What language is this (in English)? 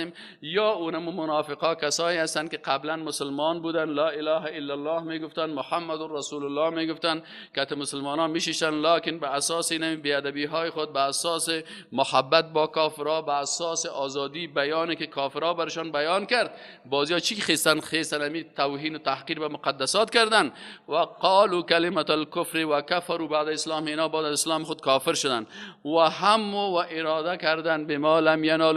Persian